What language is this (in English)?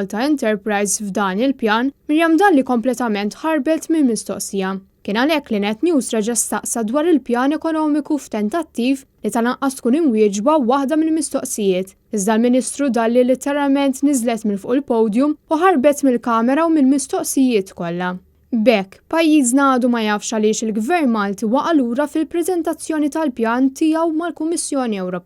Maltese